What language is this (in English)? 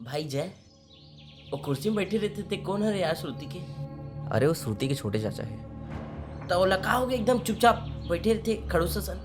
Chhattisgarhi